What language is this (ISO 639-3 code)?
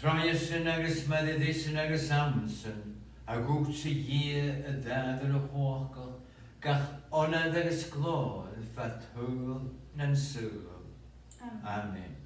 gla